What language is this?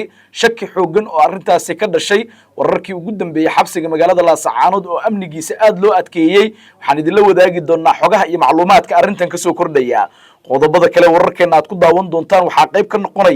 Somali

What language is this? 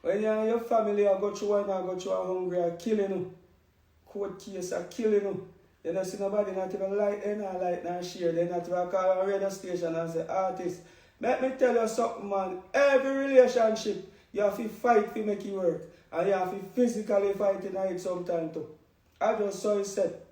Jamaican Creole English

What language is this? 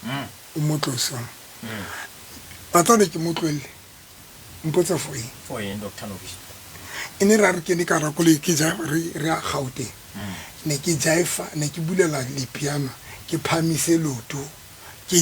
Southern Sotho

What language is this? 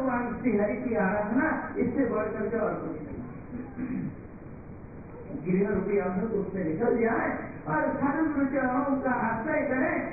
Hindi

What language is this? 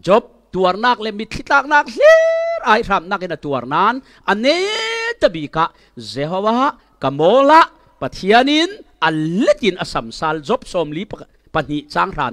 Falam Chin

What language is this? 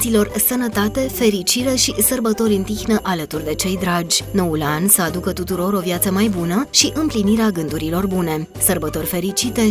Romanian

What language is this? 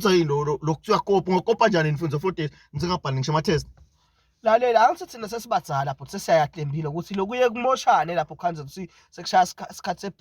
Zulu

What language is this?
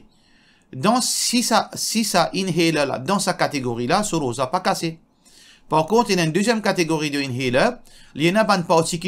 Morisyen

